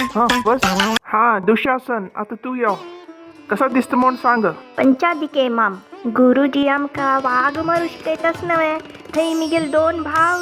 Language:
Konkani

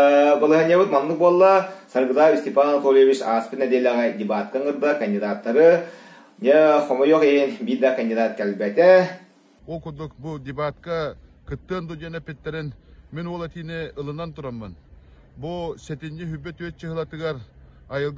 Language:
Yakut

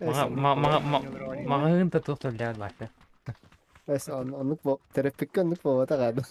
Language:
Yakut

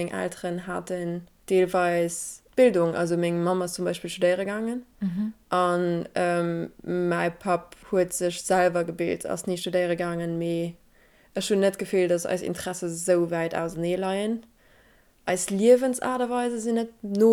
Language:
Luxembourgish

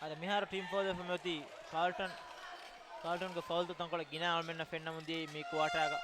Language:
Divehi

